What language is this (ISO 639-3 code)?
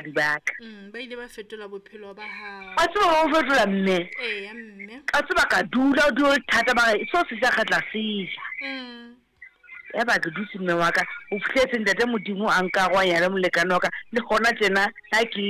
sot